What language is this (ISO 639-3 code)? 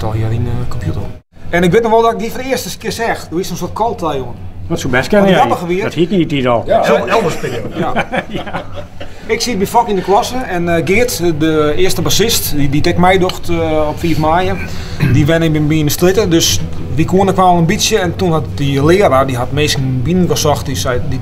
fry